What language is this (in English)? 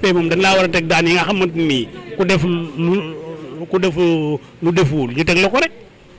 Wolof